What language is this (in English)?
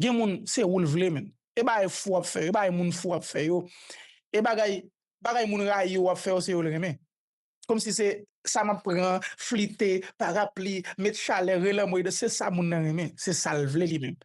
Haitian Creole